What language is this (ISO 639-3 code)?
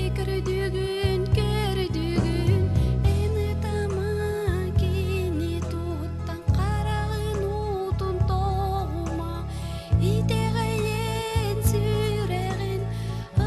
sah